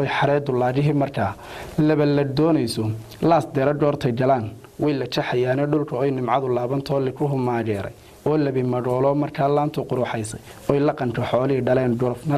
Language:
Somali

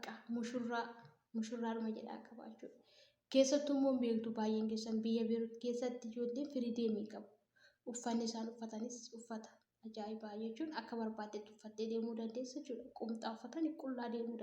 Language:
Oromo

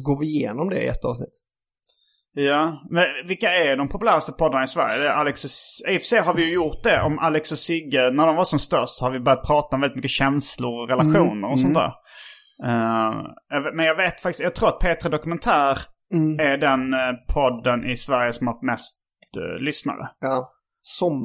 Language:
Swedish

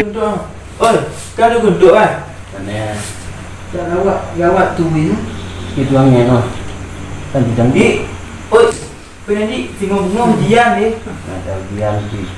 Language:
Achinese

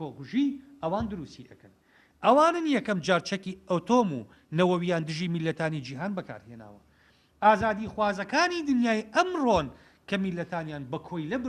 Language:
Central Kurdish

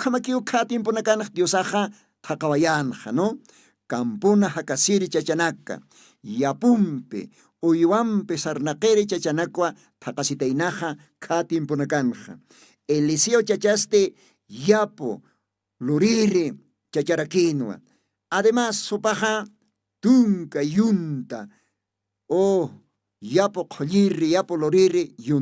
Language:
Aymara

